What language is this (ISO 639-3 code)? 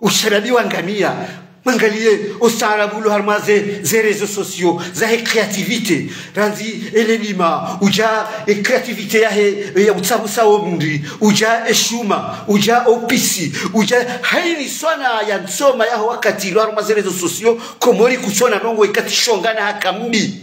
zdj